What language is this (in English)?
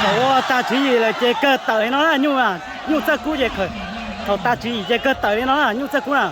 Hmong